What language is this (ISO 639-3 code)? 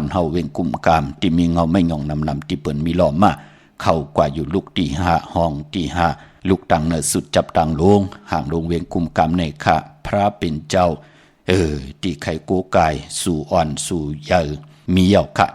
shn